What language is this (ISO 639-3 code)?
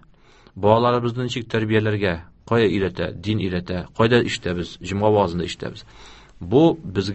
tat